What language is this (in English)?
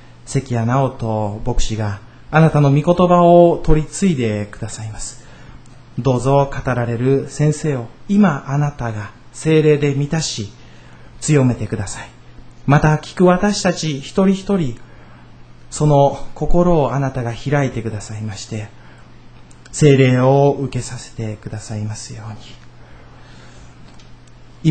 Japanese